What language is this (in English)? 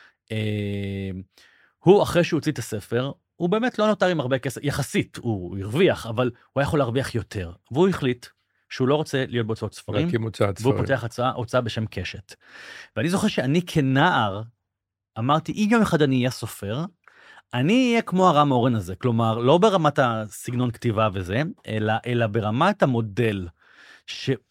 Hebrew